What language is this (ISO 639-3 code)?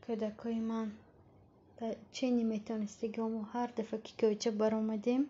tgk